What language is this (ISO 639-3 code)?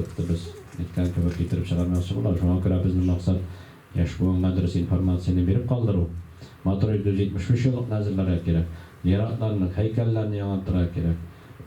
tat